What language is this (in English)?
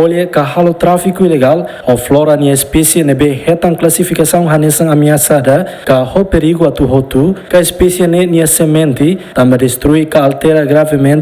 Tetum